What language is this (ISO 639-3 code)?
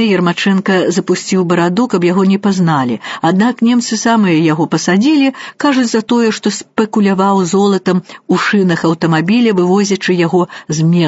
bel